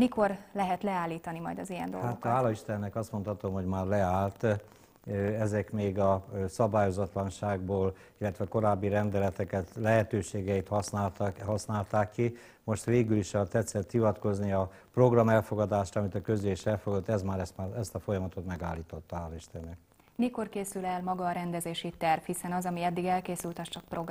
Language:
Hungarian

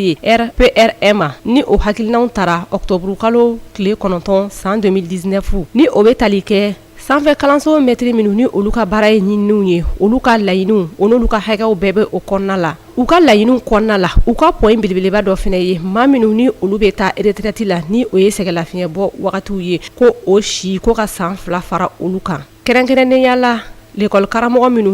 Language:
Bambara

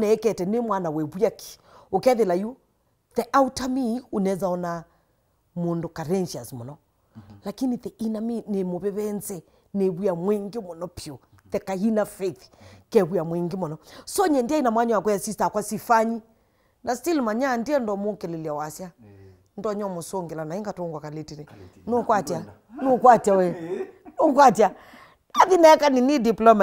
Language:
Kamba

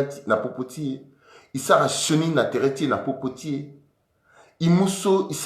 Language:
Sango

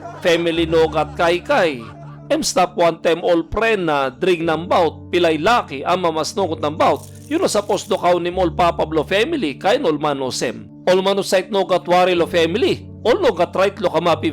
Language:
Tok Pisin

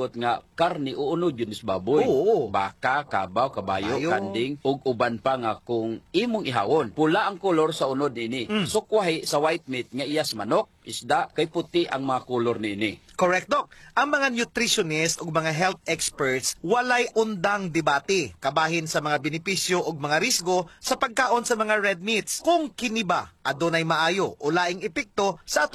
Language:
Cebuano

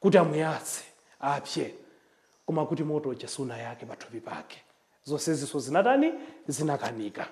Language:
Nyanja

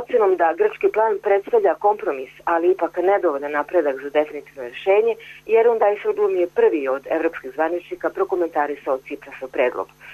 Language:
Serbian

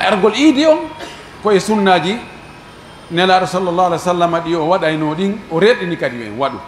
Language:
Pular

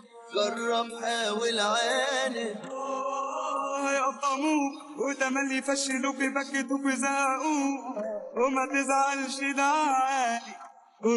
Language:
Egyptian Arabic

